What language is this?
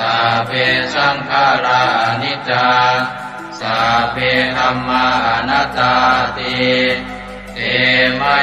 Pali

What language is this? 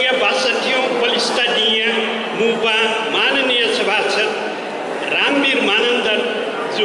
Newari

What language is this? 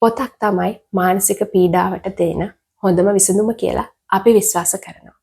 Sinhala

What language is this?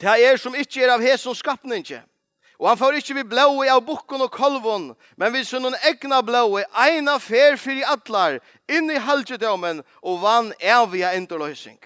Faroese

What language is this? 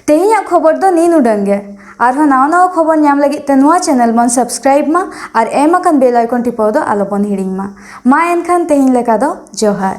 Santali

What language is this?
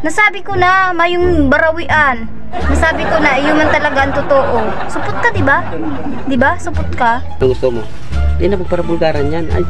Bikol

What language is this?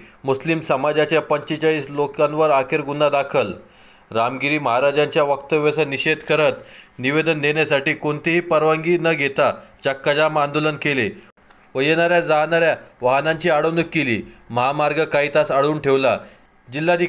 Marathi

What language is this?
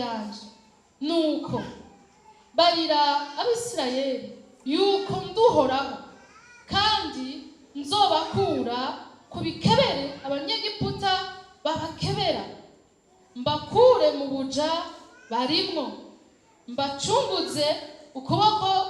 Rundi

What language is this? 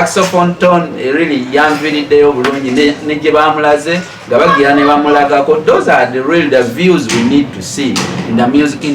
Ganda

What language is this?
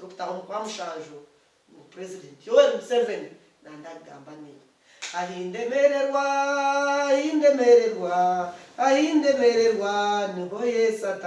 Nyankole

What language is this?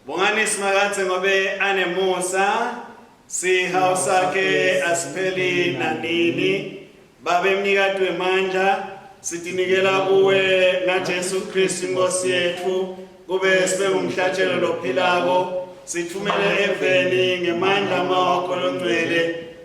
Swati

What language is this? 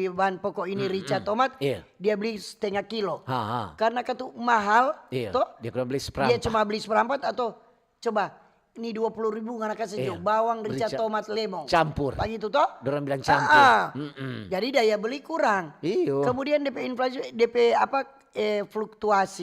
Manado Malay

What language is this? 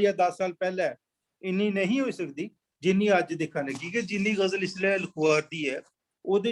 Dogri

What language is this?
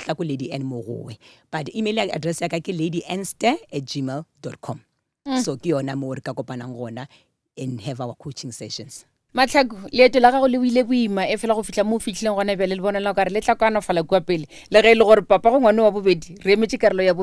Northern Sotho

